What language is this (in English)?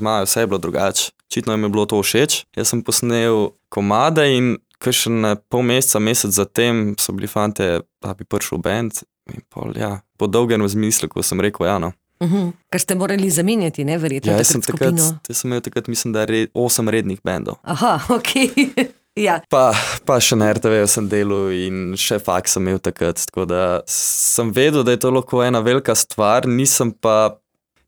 Slovenian